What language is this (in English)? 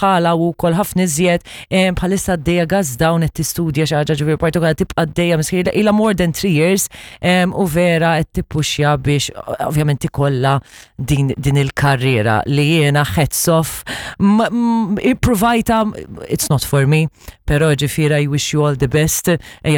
Maltese